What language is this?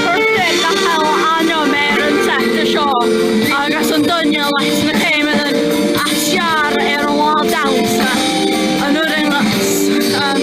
Scottish Gaelic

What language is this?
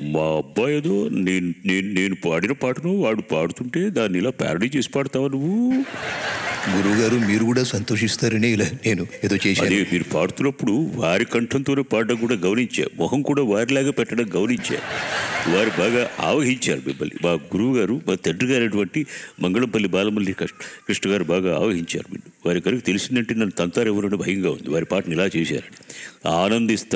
Telugu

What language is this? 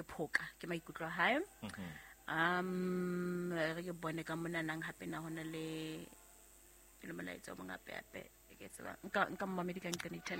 Southern Sotho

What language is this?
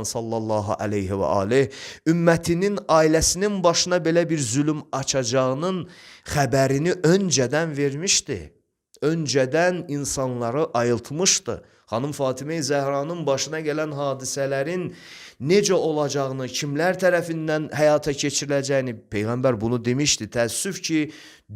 Azerbaijani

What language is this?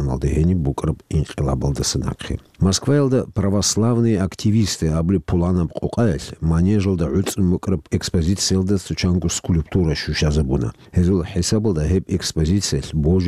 Avaric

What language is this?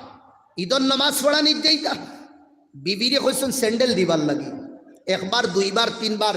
Sylheti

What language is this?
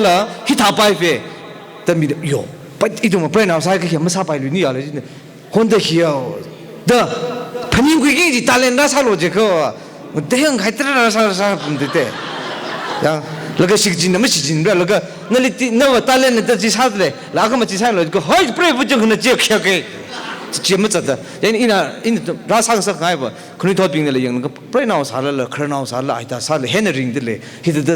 Tangkhul Naga (India)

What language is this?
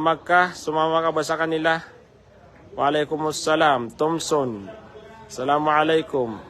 Maranao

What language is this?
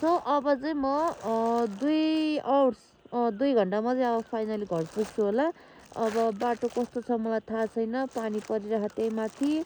Nepali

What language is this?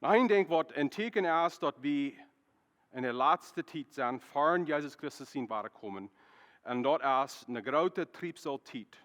Plautdietsch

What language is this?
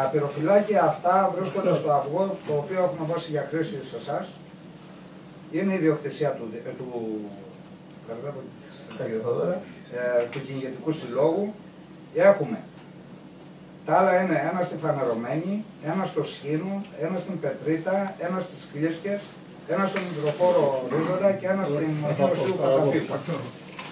Greek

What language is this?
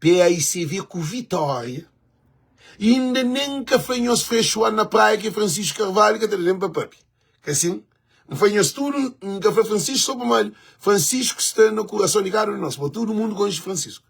Kabuverdianu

